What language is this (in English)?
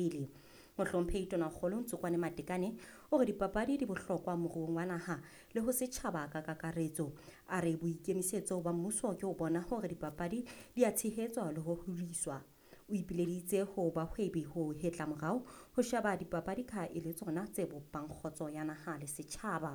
Southern Sotho